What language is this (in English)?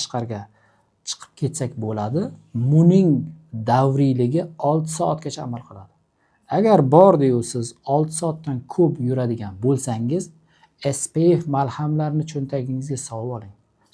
Uzbek